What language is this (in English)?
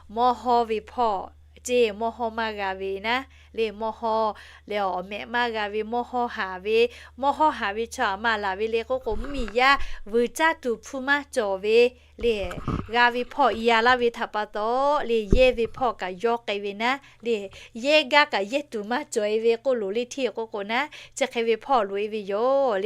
Lahu